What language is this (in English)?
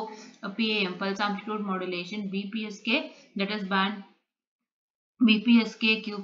Kannada